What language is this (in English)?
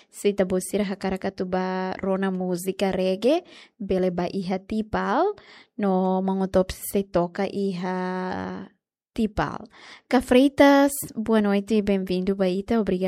Tetum